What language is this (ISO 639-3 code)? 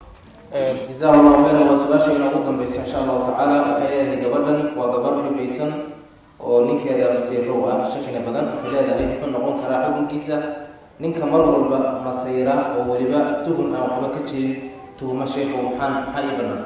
som